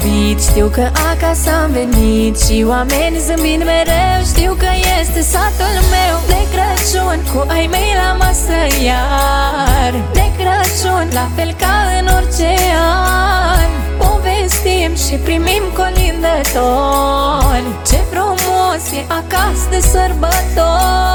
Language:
Romanian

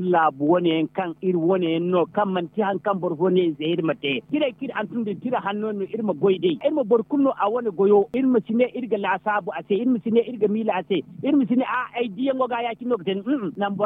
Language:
Zarma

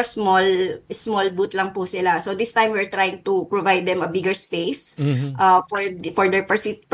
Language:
Filipino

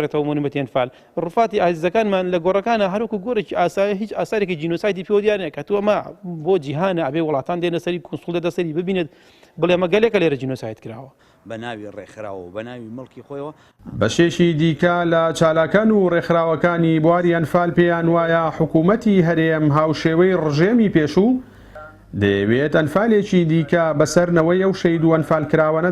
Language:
Central Kurdish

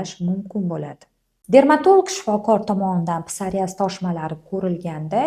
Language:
Uzbek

